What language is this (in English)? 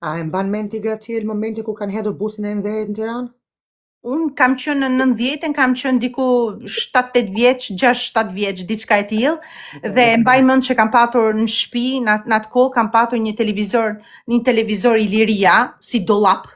Albanian